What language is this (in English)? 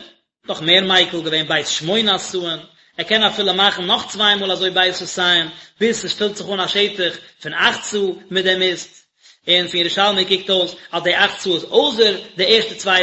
Yiddish